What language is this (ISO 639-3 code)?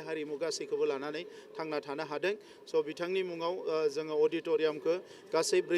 brx